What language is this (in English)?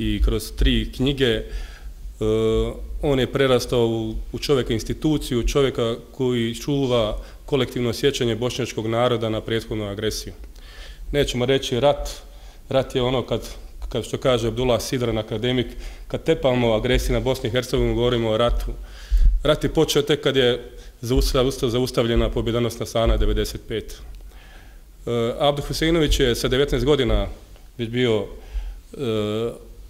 Bosnian